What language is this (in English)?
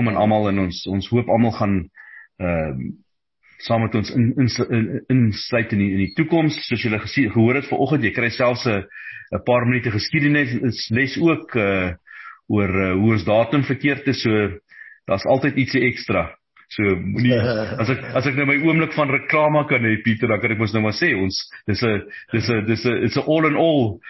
Afrikaans